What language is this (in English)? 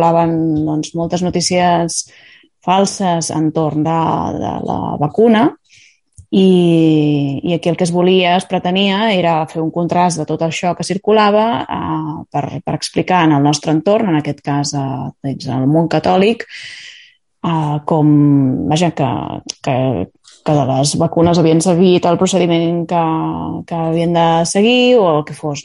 Catalan